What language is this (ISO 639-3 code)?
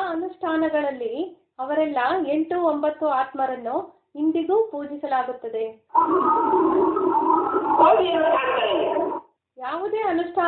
kan